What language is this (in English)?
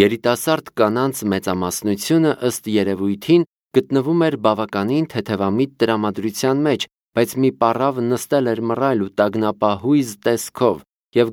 Armenian